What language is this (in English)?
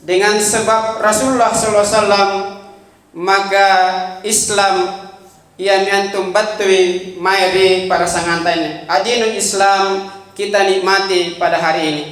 Makasar